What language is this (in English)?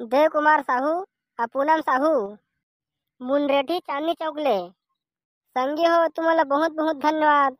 Chhattisgarhi